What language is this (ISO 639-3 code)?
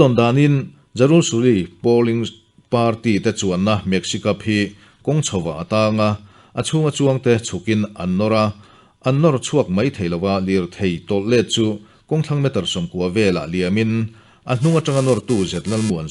lus